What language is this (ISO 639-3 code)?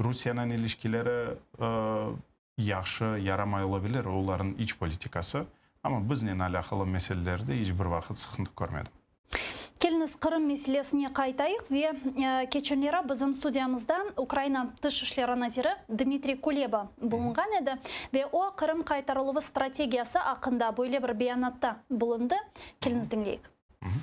crh